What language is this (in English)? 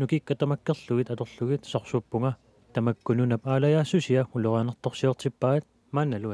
Kalaallisut